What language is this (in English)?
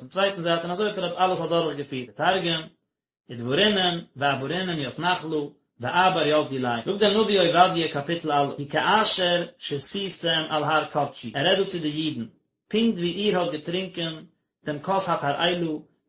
Yiddish